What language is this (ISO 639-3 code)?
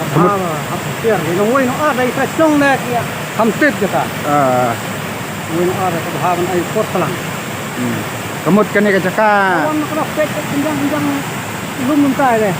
kha